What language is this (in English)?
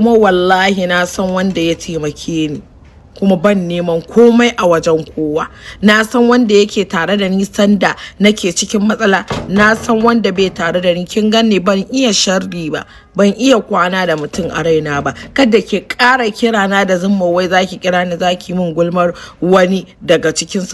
Hausa